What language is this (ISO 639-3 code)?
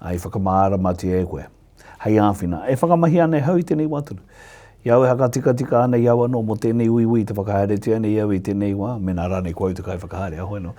mri